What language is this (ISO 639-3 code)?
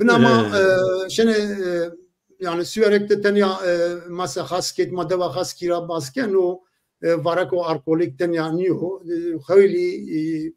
zza